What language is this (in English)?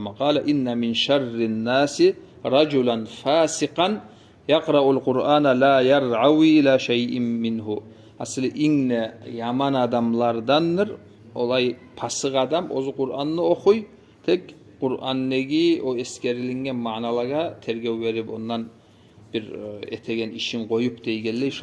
Kumyk